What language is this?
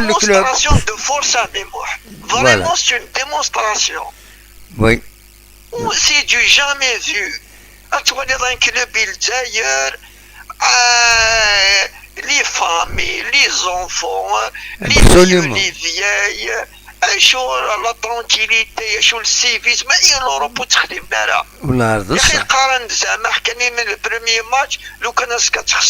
Kabyle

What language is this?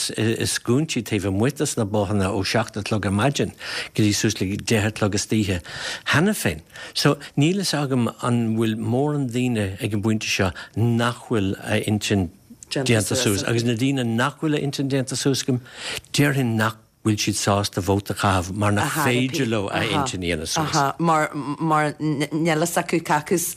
Irish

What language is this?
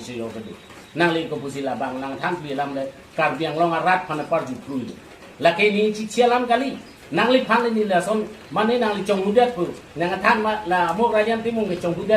Karbi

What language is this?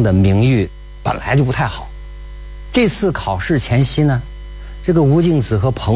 Chinese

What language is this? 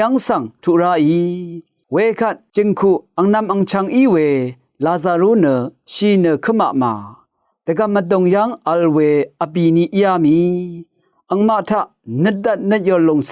Rawang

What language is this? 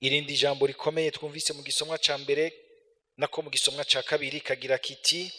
Rundi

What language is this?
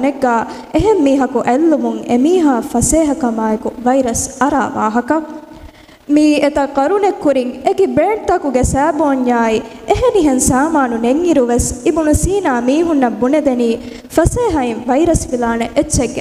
Divehi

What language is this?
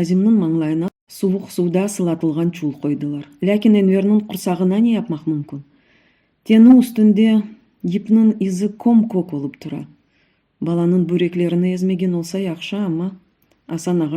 Crimean Tatar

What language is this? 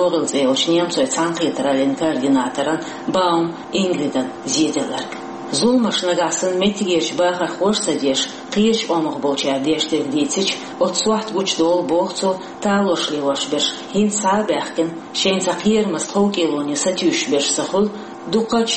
Chechen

